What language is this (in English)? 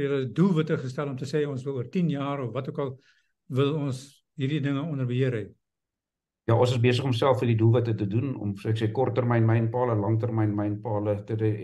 Afrikaans